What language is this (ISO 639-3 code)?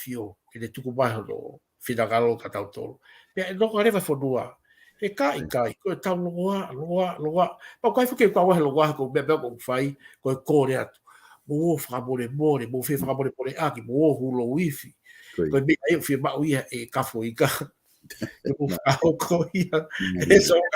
ton